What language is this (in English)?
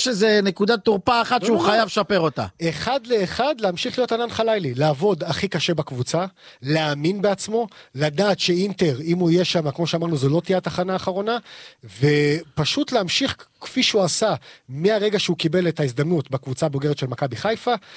Hebrew